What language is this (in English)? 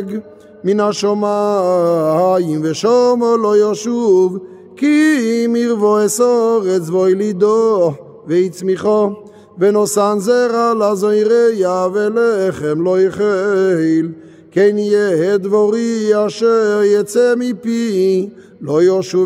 Hebrew